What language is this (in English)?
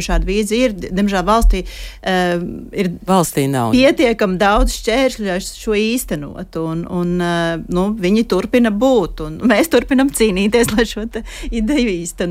Latvian